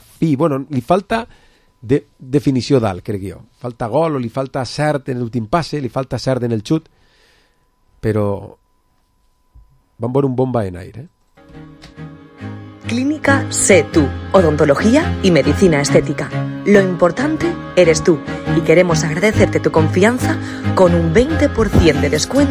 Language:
Catalan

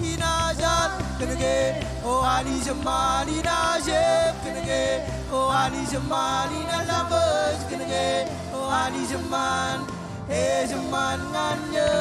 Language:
Marshallese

